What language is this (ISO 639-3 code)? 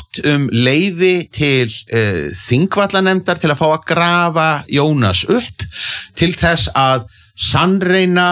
isl